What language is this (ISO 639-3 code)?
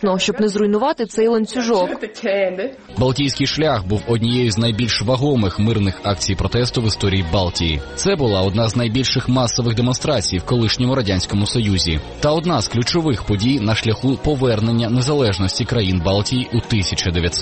ukr